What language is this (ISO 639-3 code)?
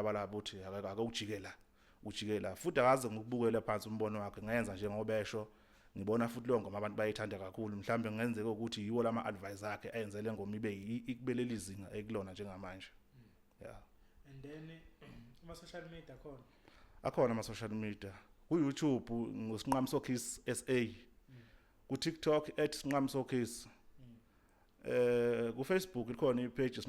zul